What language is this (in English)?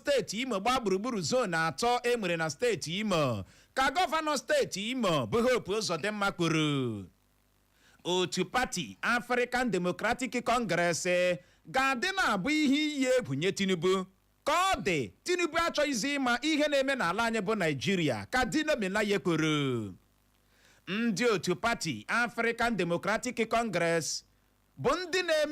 Igbo